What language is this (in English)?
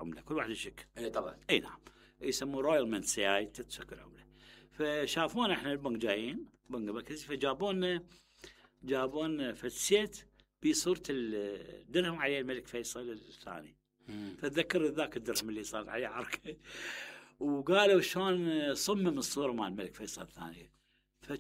Mesopotamian Arabic